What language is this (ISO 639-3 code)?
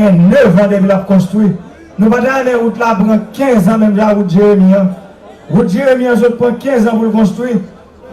hat